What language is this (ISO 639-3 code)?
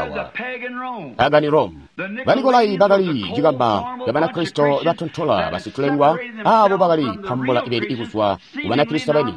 toi